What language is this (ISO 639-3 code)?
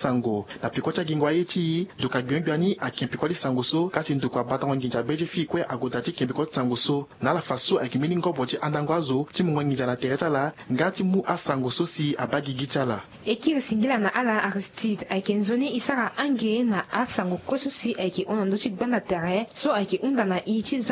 sag